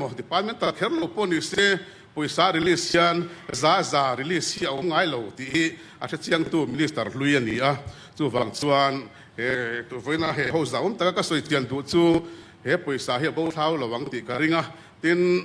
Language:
Mizo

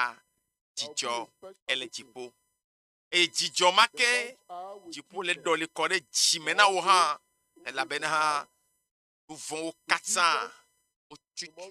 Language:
Ewe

